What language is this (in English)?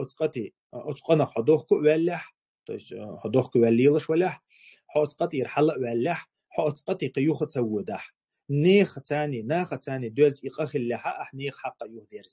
Chechen